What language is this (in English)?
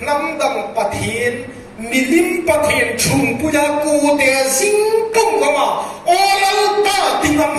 Hmar